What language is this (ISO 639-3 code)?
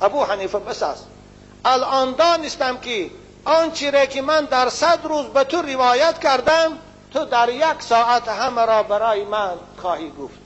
tgk